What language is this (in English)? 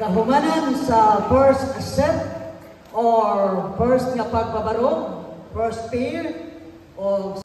Cebuano